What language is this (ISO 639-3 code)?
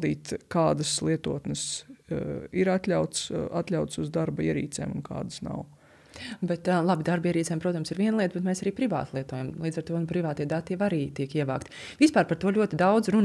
lav